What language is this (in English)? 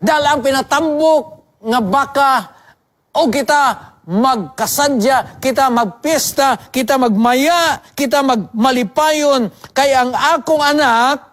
Cebuano